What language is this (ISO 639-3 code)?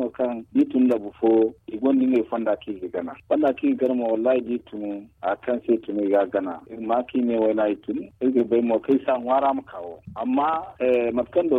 dje